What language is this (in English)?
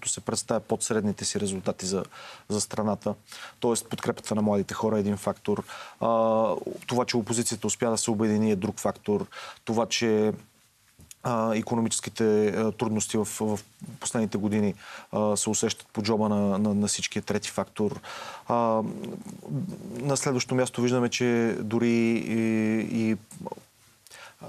Bulgarian